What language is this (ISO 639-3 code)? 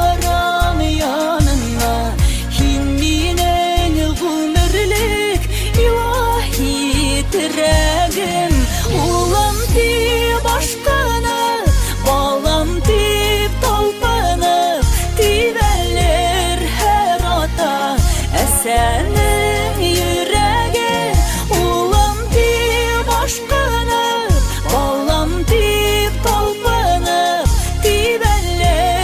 bak